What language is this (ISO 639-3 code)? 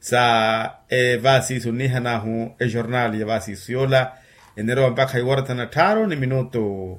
vmw